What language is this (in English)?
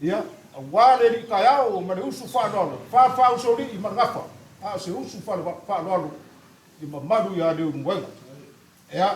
Samoan